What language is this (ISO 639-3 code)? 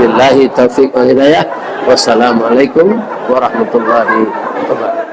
min